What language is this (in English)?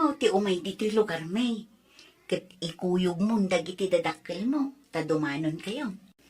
Iloko